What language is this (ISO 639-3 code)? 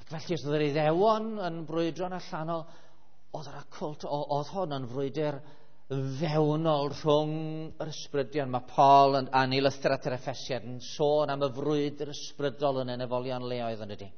cym